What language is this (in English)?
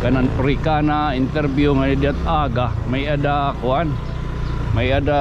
Waray